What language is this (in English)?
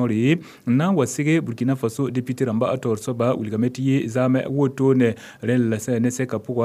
Mossi